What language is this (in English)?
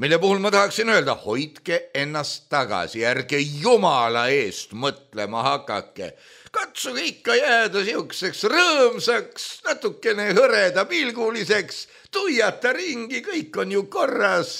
Estonian